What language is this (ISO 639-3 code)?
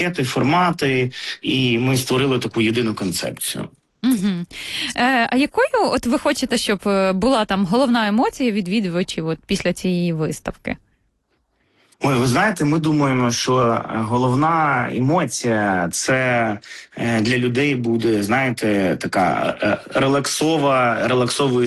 ukr